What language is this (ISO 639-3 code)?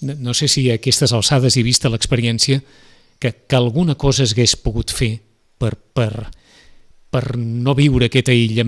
cat